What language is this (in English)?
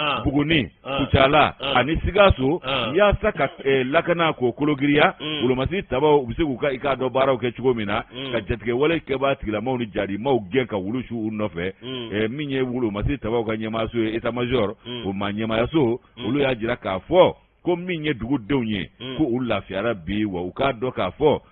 Bambara